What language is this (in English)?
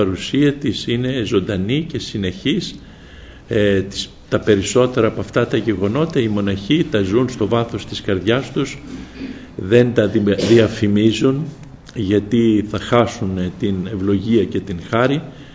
Greek